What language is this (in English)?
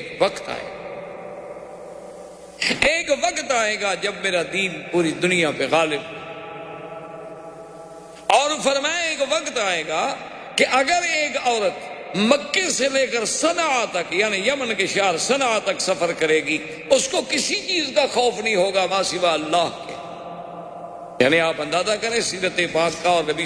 Urdu